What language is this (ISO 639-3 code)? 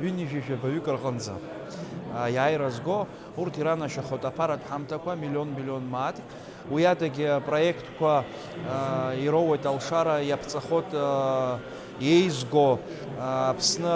abk